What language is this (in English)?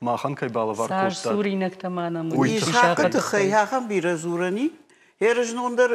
Ossetic